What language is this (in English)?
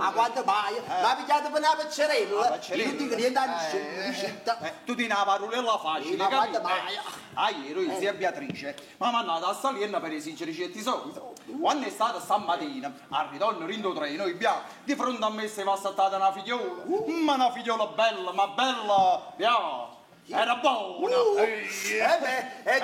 Neapolitan